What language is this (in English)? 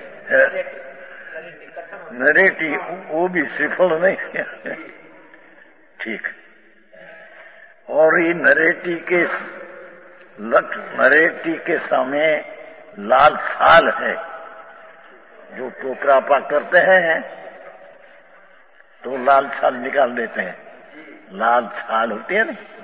Hindi